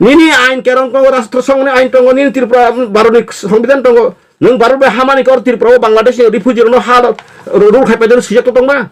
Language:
Kok Borok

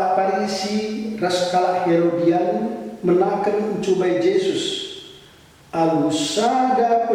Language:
Batak Karo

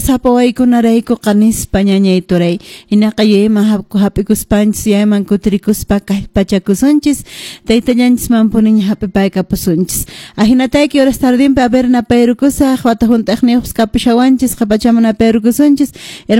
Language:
Quechua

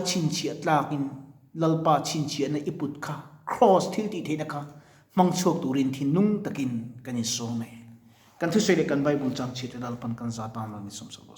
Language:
Mizo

